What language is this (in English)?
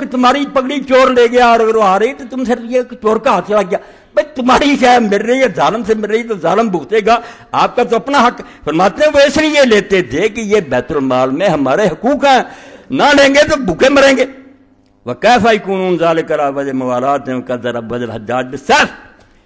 Urdu